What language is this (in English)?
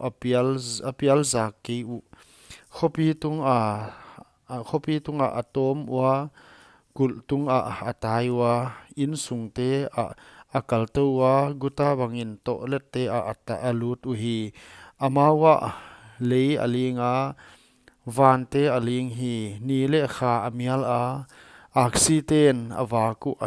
Paite Chin